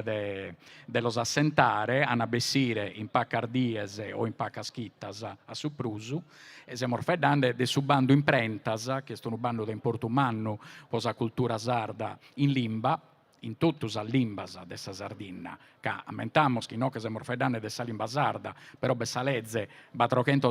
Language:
Sardinian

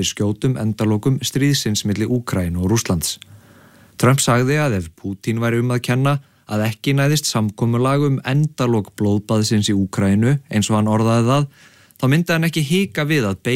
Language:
Icelandic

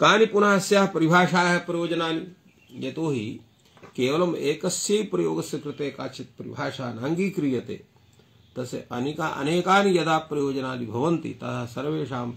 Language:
Sanskrit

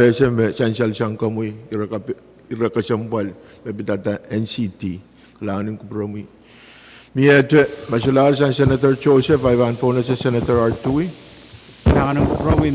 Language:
Pohnpeian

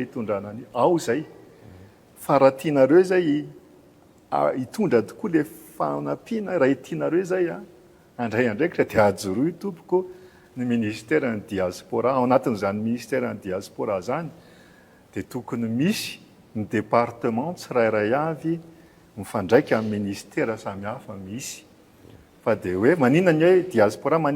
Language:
Malagasy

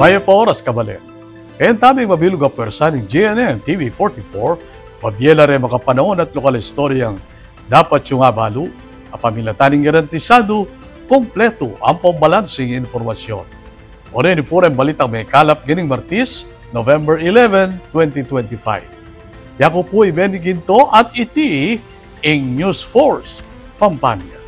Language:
Pampanga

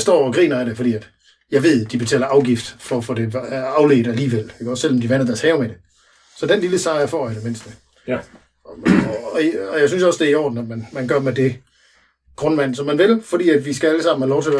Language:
Danish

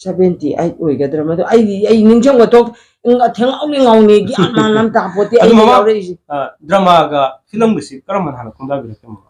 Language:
Manipuri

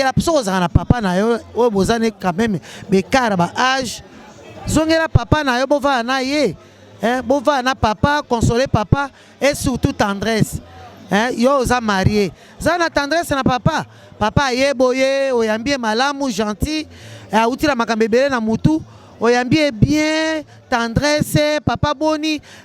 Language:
Lingala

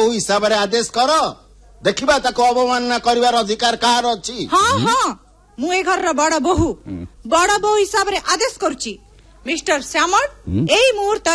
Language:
Odia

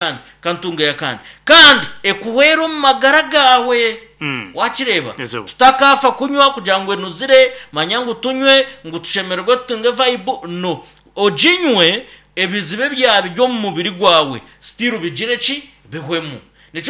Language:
Nyankole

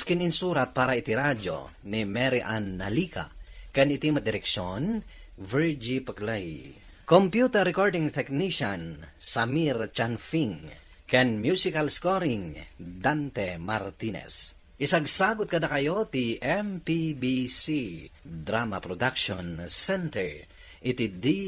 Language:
Iloko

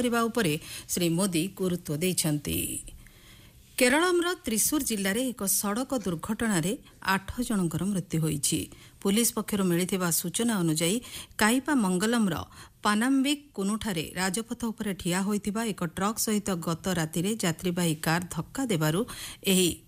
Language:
Odia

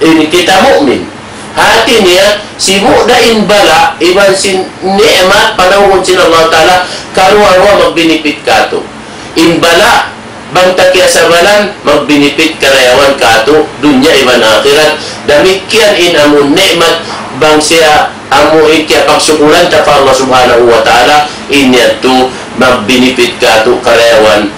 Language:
Tausug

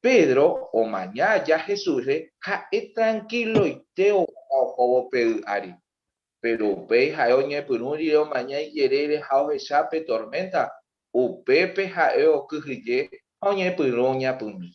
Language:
Guarani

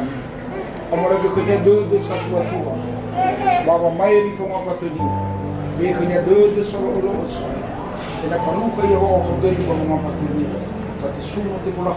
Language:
Nias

